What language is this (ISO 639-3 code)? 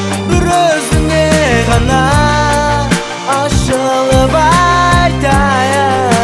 kaz